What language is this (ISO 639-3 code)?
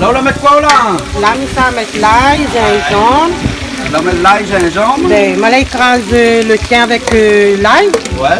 rcf